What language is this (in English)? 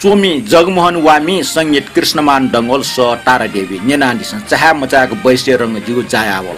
Newari